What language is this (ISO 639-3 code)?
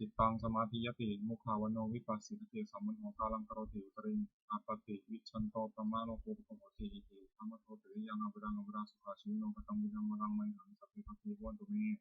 pli